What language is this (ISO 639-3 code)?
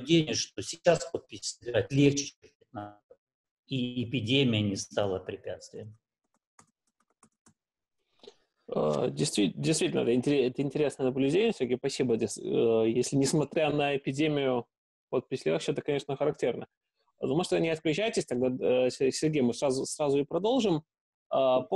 rus